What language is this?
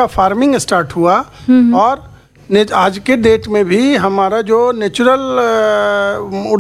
Hindi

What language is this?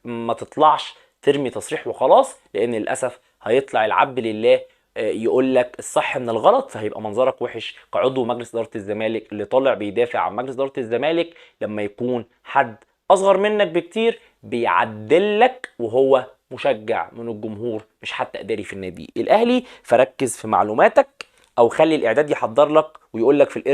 Egyptian Arabic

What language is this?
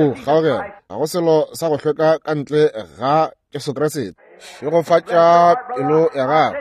Northern Sotho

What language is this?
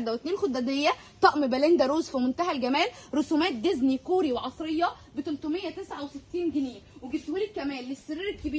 Egyptian Arabic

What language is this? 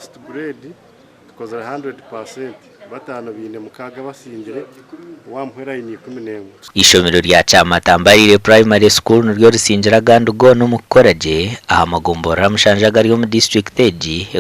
Nyankole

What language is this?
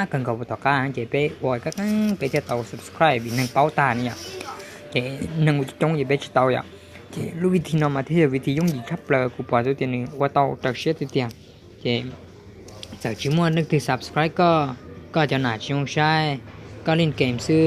Hmong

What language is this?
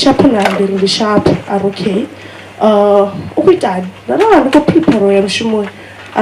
Venda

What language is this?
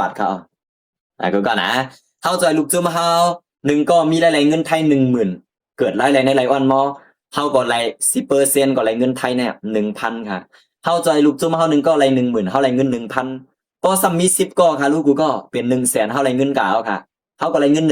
Shan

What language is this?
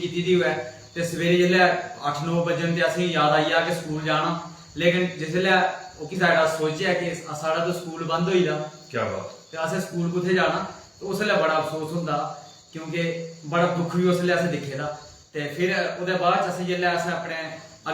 Dogri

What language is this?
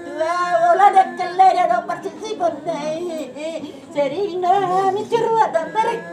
Batak Toba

